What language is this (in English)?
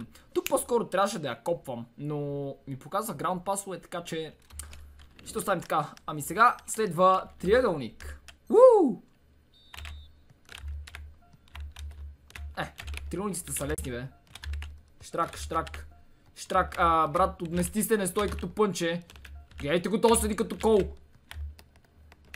Bulgarian